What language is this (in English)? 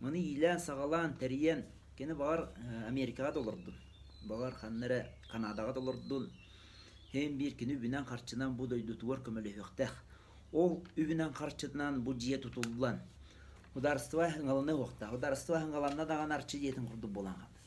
Yakut